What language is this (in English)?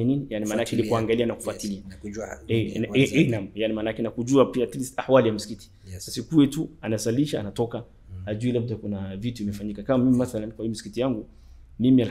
Swahili